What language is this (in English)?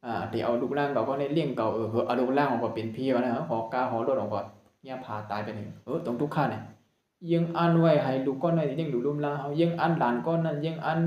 Shan